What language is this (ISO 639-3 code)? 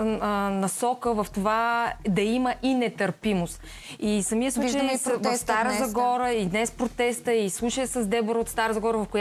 bul